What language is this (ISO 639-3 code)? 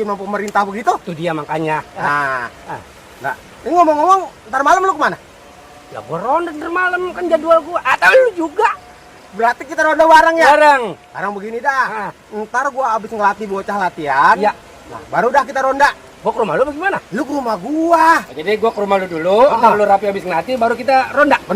bew